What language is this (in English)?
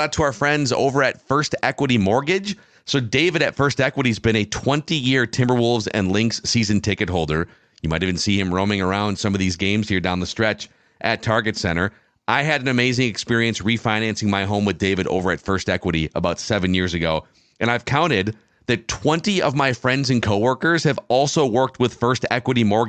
English